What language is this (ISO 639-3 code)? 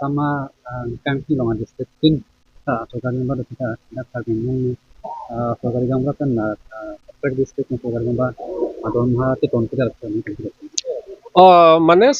mjw